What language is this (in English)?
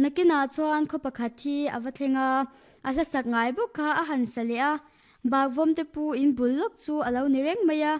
Mizo